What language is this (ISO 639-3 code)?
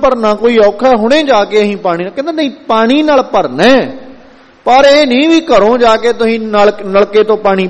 pan